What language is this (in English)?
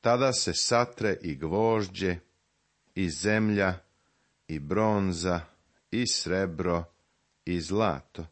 Serbian